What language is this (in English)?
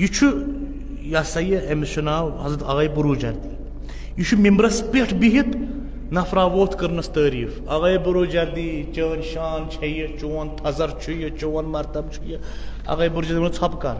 Kashmiri